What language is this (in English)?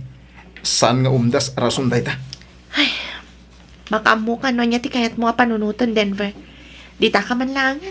Iloko